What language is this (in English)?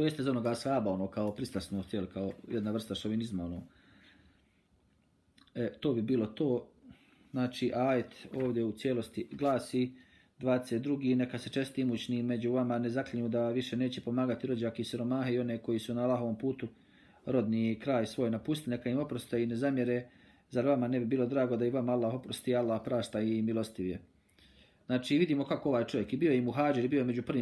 Bosnian